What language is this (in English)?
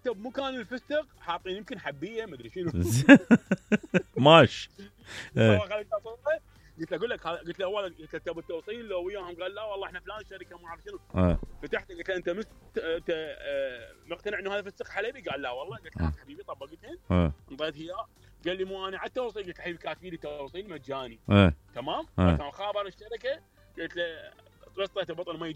Mesopotamian Arabic